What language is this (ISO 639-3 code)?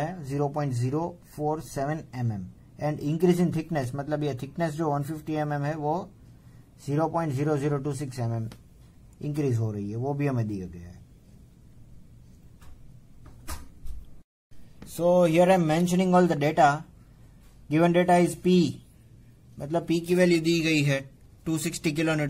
hin